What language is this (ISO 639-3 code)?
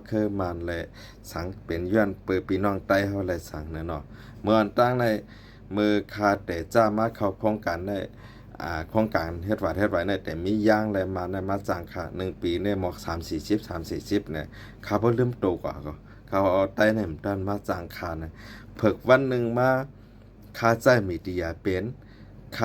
shn